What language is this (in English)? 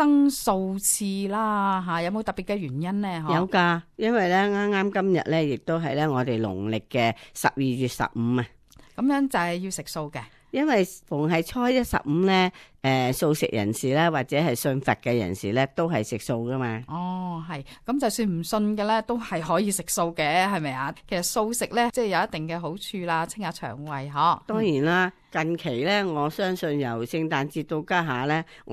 Cantonese